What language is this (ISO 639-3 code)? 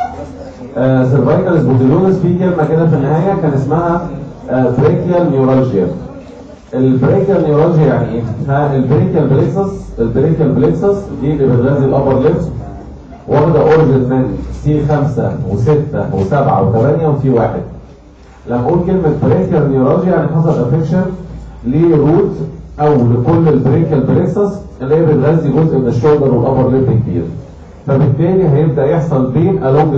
arz